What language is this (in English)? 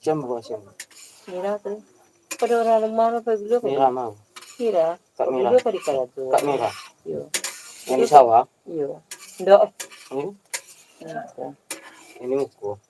Minangkabau